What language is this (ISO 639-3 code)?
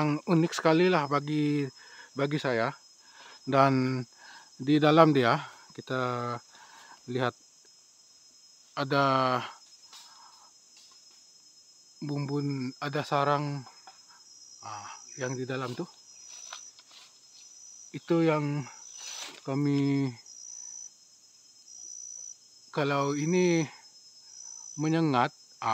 msa